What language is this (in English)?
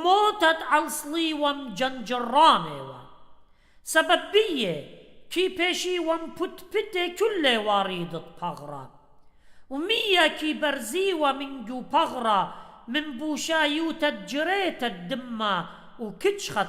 Assyrian Neo-Aramaic